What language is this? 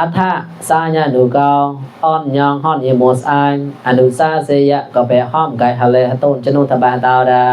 Mon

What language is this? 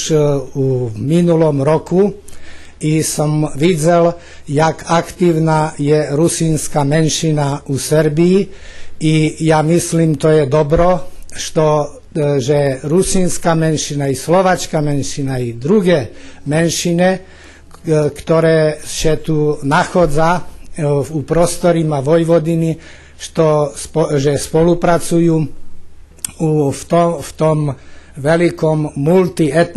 Rusyn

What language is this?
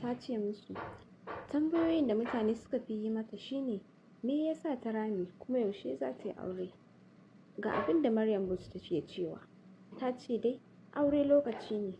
Hausa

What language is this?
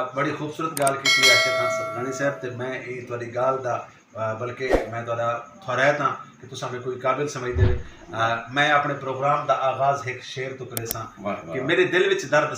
Saraiki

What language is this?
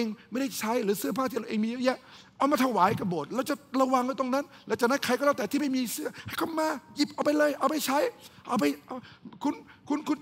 Thai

